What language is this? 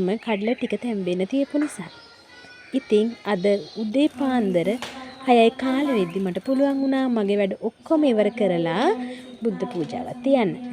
Sinhala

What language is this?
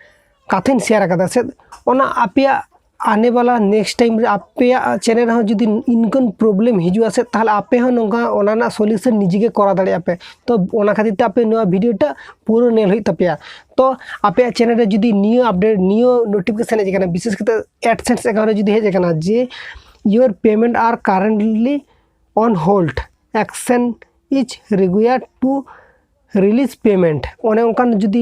Santali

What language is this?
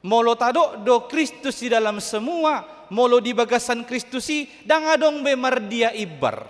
Batak Toba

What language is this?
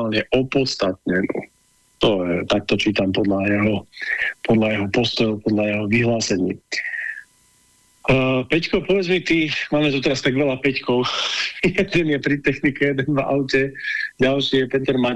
Slovak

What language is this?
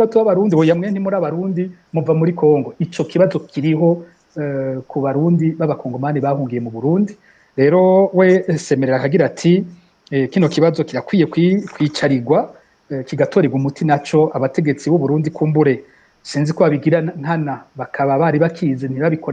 Rundi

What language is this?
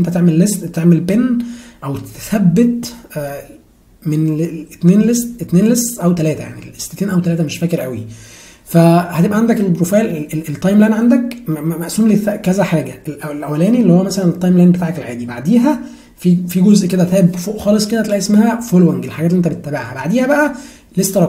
Egyptian Arabic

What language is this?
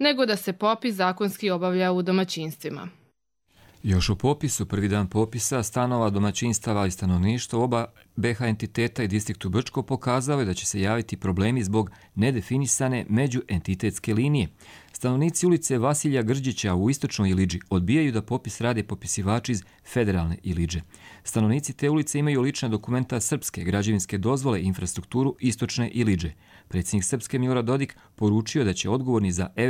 Croatian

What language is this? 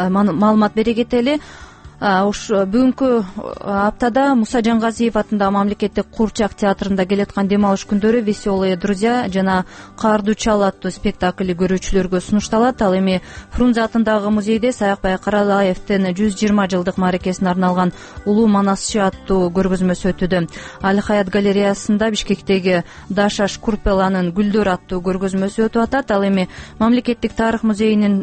Kyrgyz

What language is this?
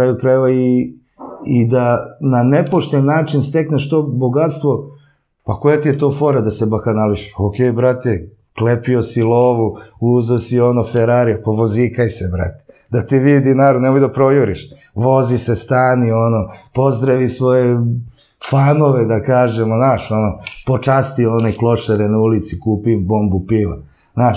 Serbian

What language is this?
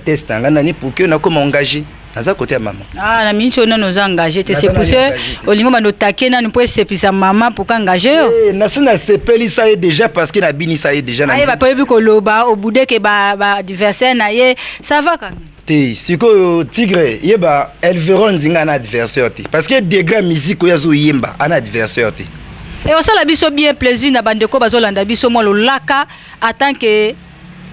Lingala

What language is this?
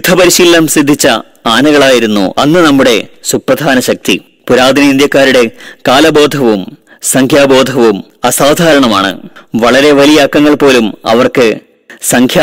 Malayalam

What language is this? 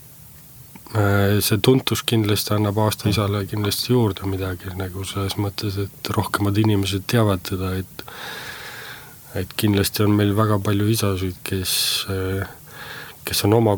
Estonian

